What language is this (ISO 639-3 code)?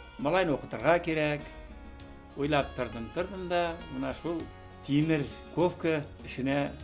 bak